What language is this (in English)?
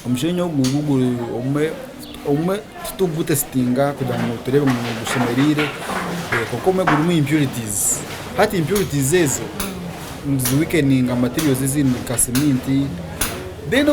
Nyankole